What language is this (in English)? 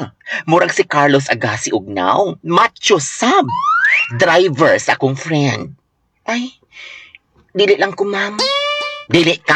Cebuano